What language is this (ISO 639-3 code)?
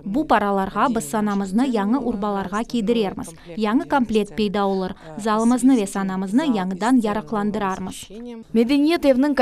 crh